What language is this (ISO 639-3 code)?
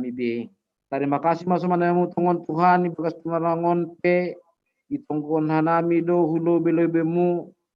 bts